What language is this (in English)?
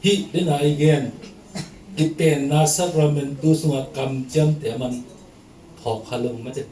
Tedim Chin